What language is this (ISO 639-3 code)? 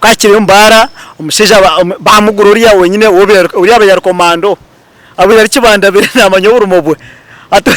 nyn